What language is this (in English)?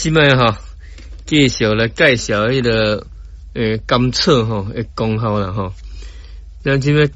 Min Nan Chinese